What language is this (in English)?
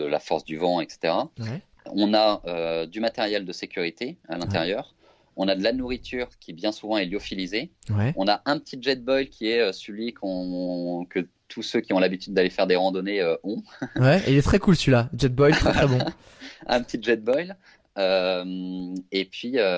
French